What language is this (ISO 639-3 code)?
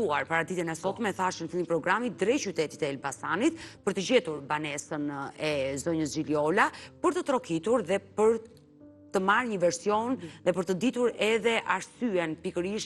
sqi